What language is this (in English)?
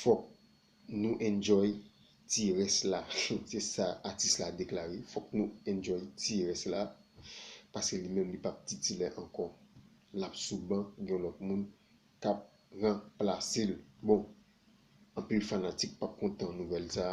Haitian Creole